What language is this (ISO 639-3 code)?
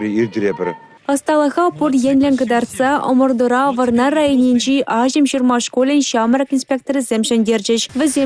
chv